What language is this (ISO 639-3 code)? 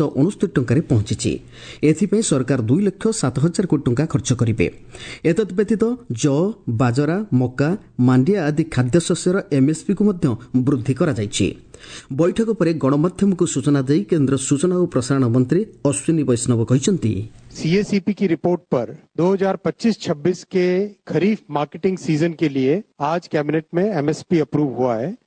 ori